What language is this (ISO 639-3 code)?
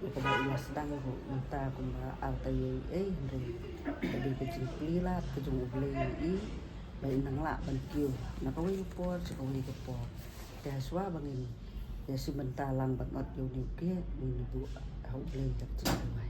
kha